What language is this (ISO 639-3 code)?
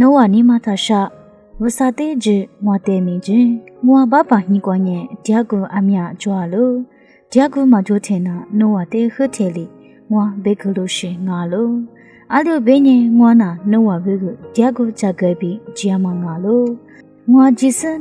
lis